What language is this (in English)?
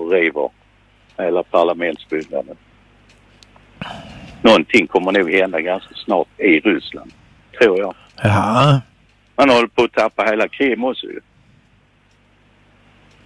Swedish